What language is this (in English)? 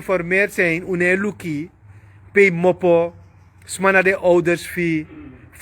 Sranan Tongo